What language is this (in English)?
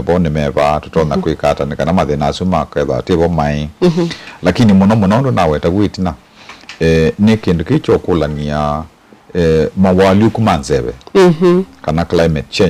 Kamba